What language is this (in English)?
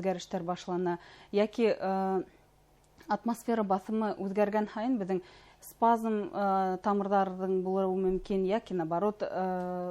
Bashkir